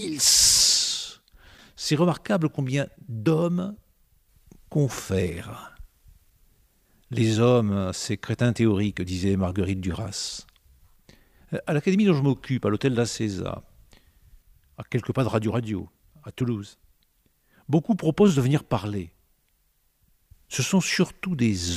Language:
French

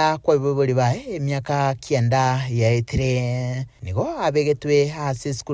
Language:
Gusii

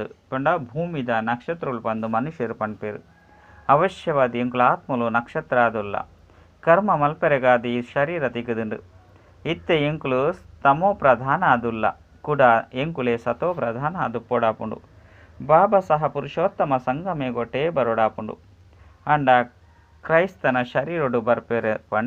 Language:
Tulu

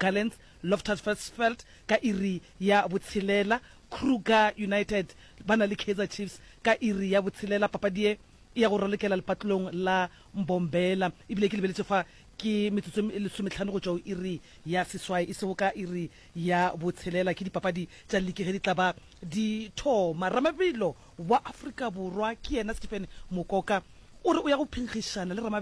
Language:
Northern Sotho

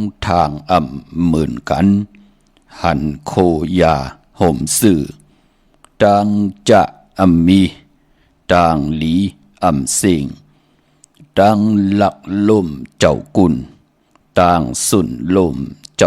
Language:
Shan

